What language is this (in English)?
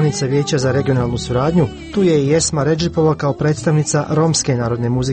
Serbian